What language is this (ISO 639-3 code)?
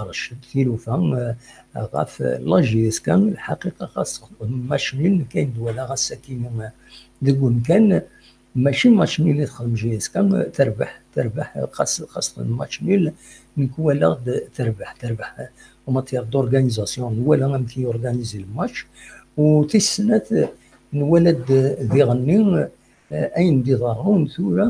kab